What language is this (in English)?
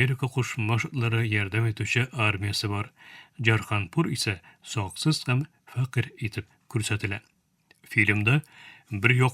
Tatar